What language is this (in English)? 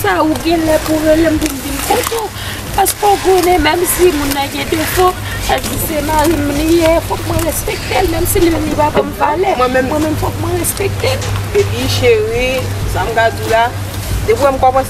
Haitian Creole